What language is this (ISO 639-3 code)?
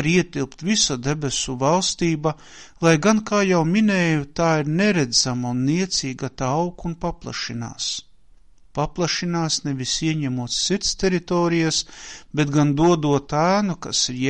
lav